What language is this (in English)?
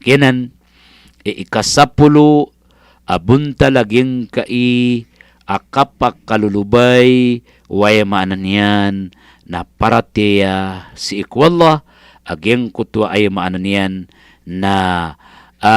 Maranao